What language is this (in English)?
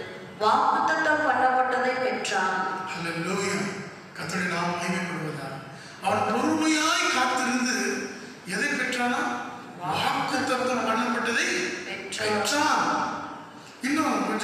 Tamil